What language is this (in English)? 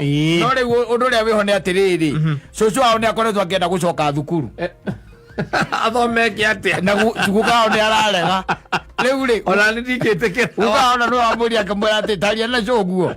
Kikuyu